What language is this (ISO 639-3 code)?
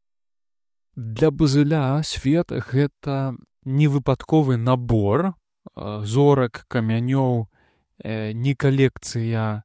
bel